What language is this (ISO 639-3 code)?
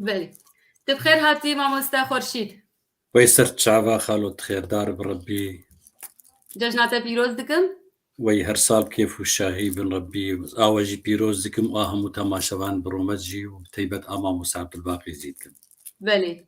kur